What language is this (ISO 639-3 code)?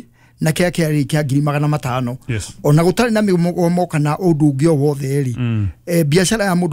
kik